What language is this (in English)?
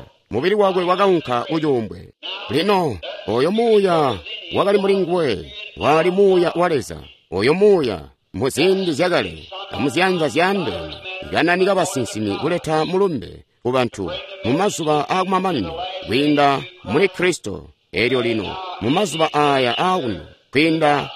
Tonga (Zambia)